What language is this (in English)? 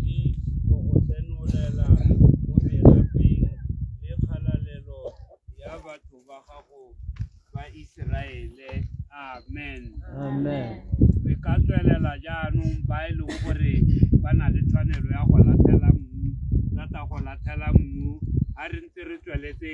Tswana